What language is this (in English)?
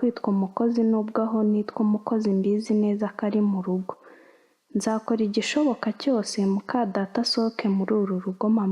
Kinyarwanda